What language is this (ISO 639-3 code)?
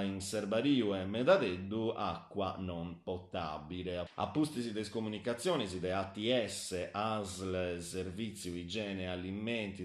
srd